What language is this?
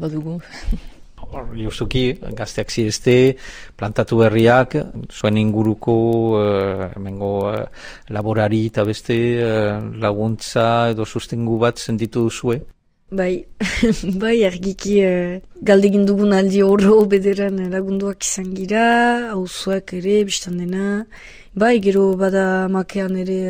Basque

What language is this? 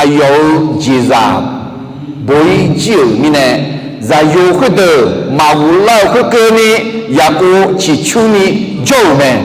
Akha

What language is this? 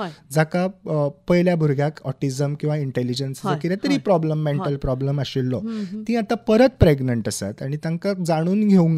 Konkani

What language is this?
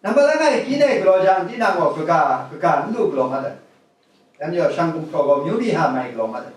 Kachin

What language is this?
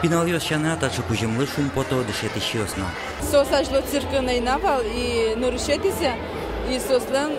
Udmurt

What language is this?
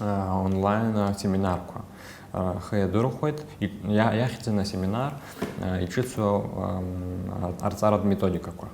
Abkhazian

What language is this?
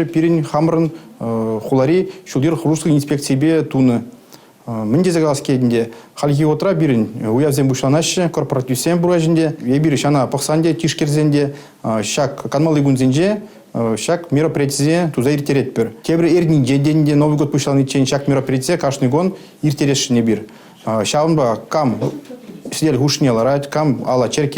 Chuvash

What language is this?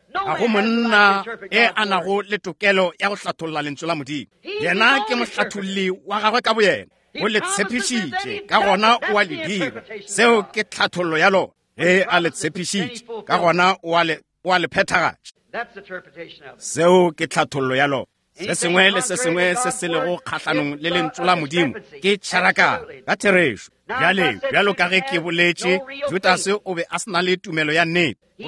Northern Sotho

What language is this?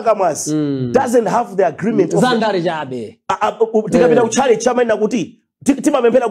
Nyanja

